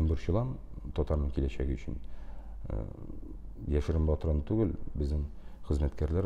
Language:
Tatar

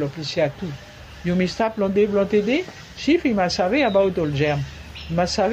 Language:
Bislama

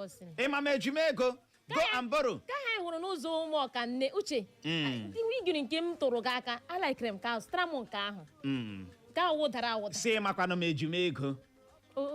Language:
Igbo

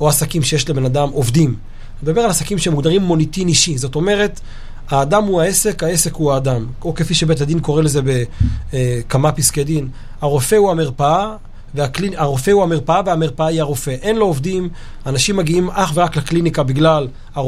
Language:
Hebrew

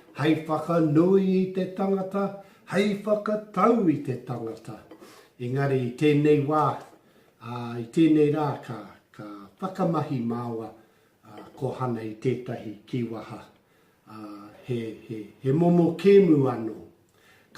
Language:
Māori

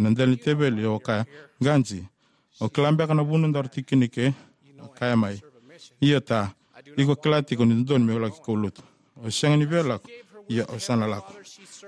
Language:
Fijian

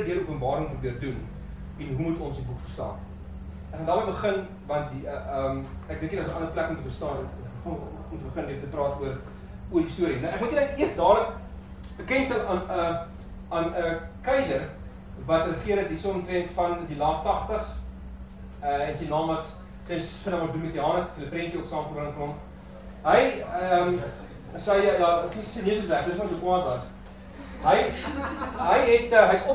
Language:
Afrikaans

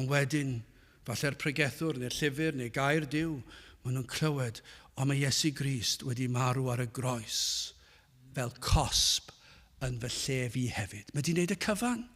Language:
Welsh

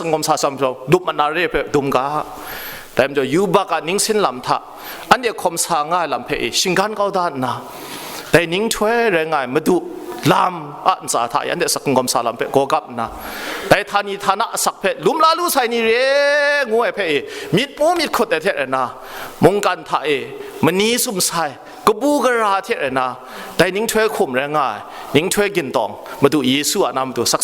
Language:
Kachin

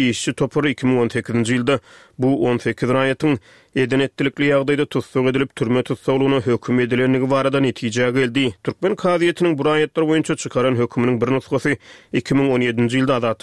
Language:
Turkmen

